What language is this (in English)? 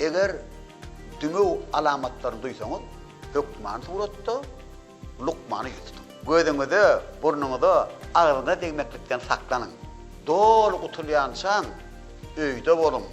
Turkmen